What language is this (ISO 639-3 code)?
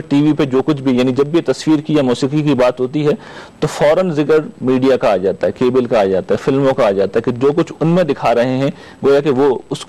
urd